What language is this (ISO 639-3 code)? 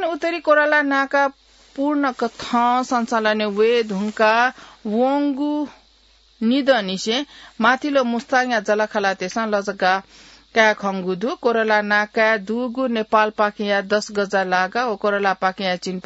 new